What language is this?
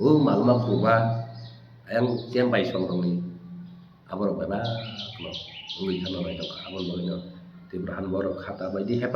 Kok Borok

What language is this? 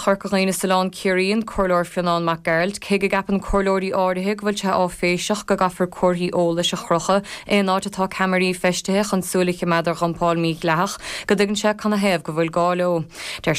Irish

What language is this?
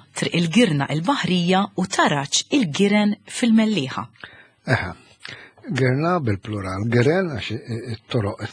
Maltese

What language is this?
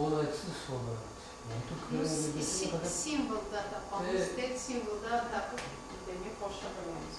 Crimean Tatar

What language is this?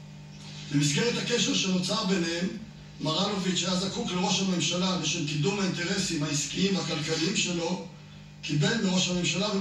Hebrew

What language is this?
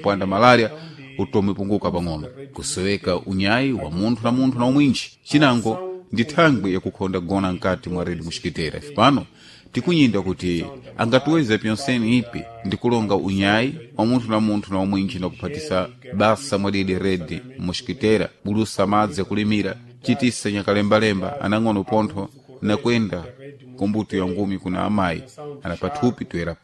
Sena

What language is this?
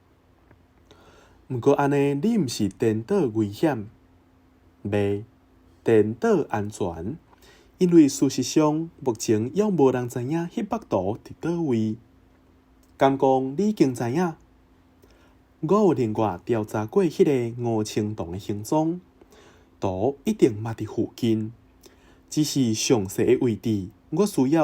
Min Nan Chinese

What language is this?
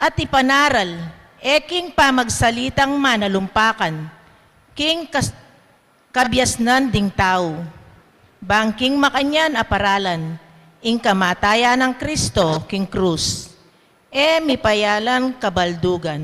Pampanga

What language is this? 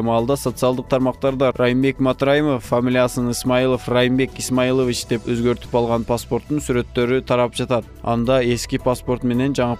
Kyrgyz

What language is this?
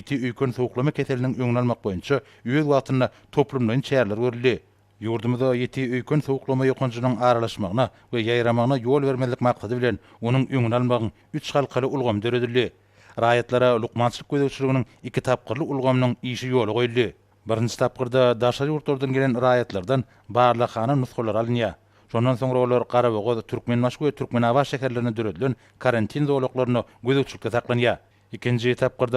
Turkmen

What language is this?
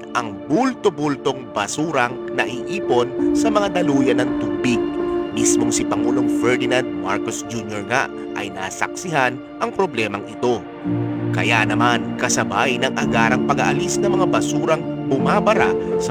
Filipino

